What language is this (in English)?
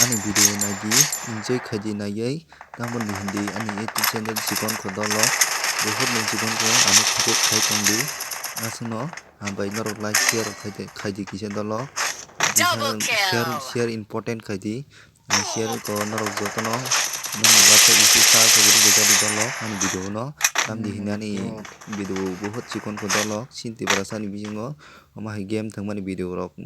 Kok Borok